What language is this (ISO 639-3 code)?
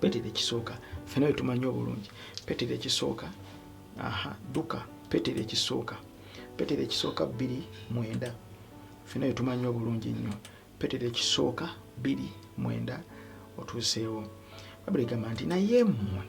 lug